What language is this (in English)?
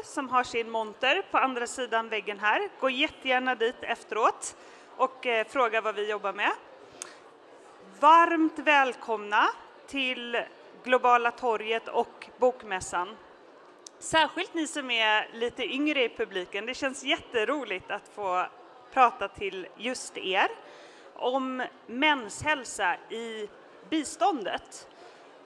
Swedish